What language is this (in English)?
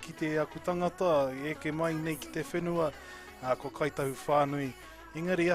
Māori